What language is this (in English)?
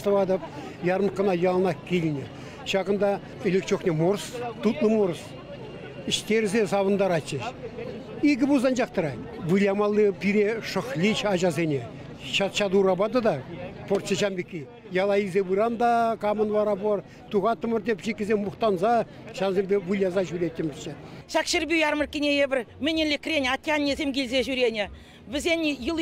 Chuvash